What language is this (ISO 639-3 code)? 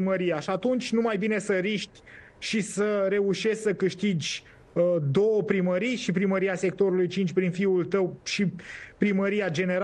ron